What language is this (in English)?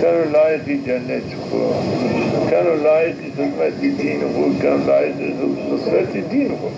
Zaza